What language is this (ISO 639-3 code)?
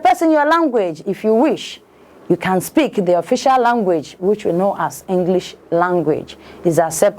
ibo